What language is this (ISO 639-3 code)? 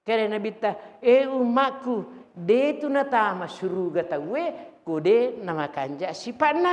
bug